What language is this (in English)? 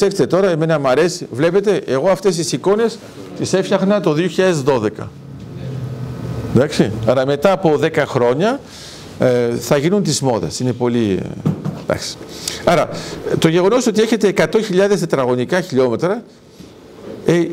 Greek